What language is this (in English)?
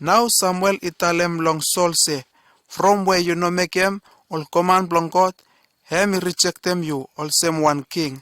Bislama